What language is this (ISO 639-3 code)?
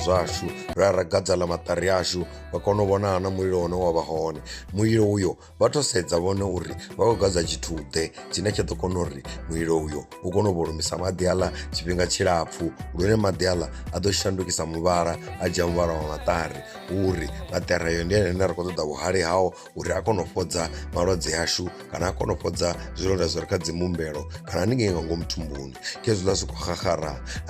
ven